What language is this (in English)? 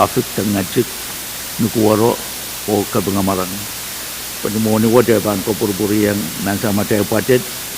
Pohnpeian